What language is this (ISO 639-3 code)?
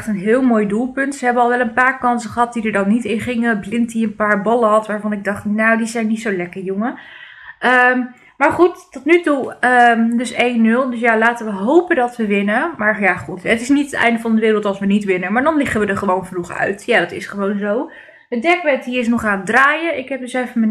nld